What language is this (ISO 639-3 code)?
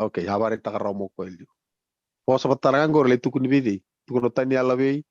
fij